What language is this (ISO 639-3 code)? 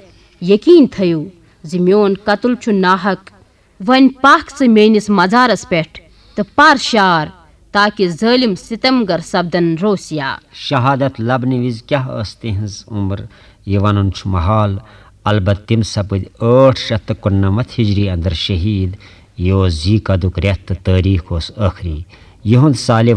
kas